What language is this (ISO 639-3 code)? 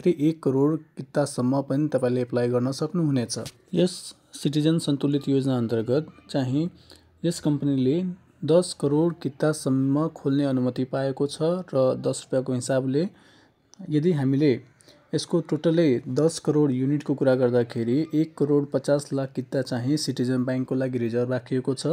nep